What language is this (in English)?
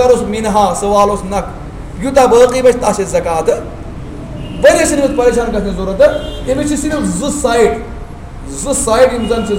Kashmiri